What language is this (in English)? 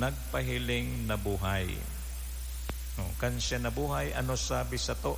Bikol